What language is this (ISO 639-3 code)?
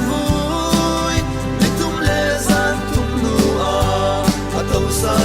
cfm